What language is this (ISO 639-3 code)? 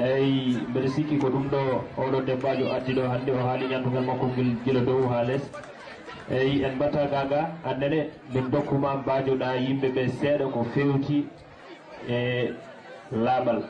ful